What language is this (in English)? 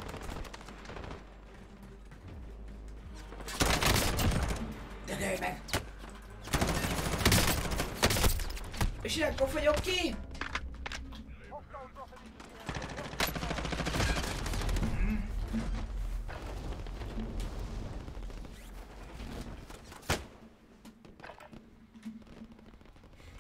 Hungarian